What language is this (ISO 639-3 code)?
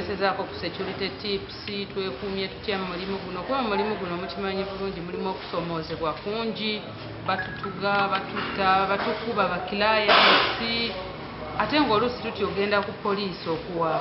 lug